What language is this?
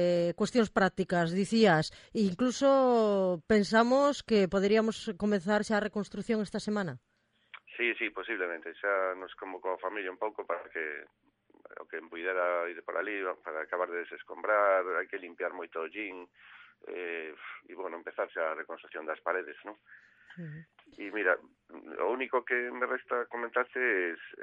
Galician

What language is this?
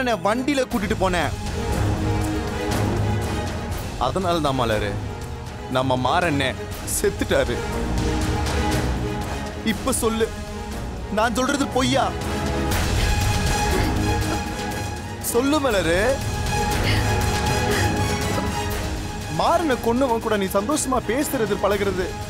Tamil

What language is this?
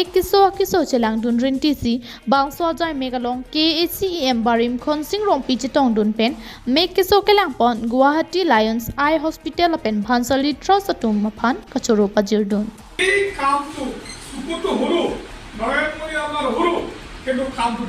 Karbi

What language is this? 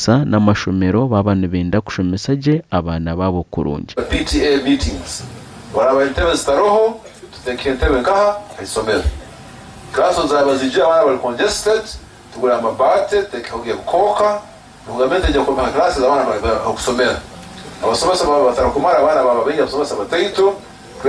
Nyankole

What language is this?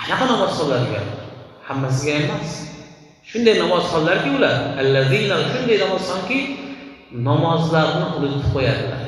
Uzbek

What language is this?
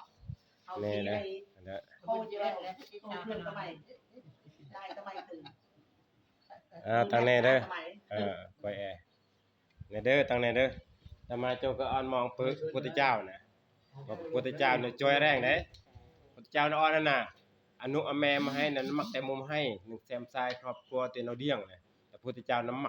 Northeastern Thai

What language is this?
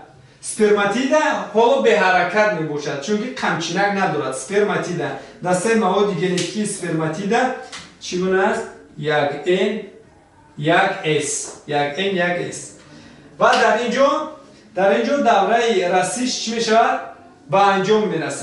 Tajik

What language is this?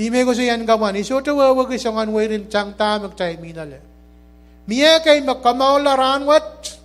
Pohnpeian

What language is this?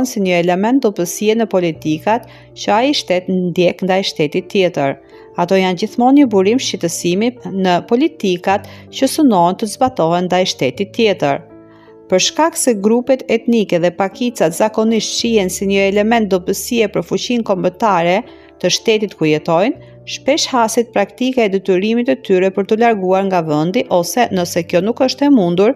Albanian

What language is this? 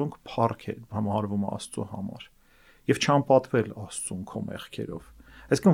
Armenian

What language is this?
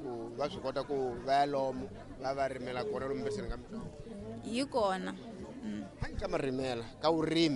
Tsonga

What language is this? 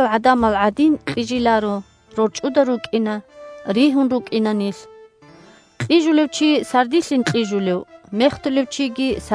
Avaric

